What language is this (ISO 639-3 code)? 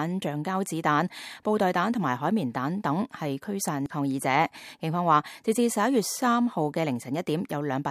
yue